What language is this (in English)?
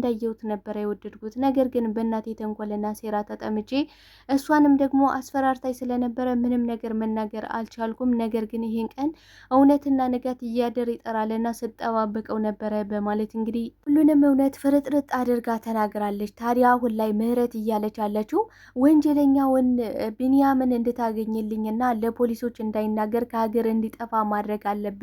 Amharic